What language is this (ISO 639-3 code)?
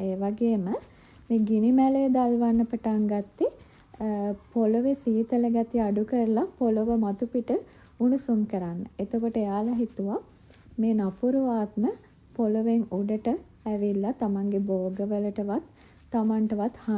sin